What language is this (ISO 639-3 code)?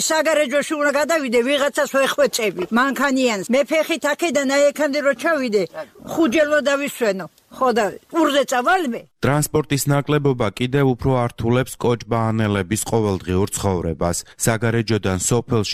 kat